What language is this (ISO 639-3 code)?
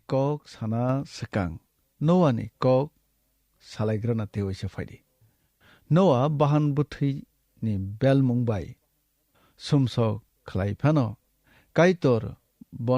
trp